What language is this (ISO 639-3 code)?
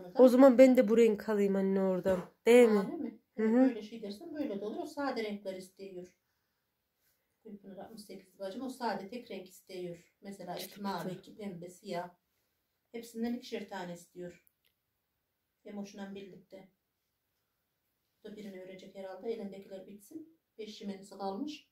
tur